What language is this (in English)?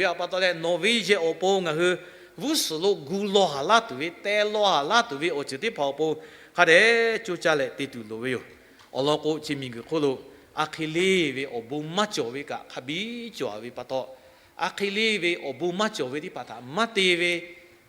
Lahu